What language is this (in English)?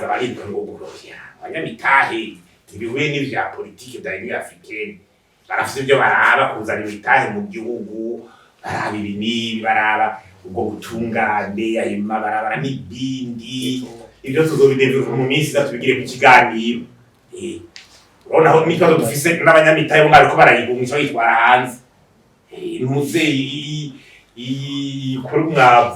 Rundi